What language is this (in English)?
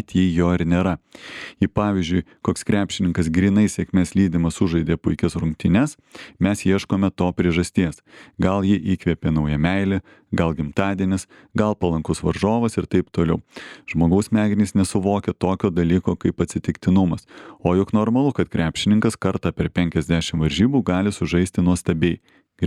Lithuanian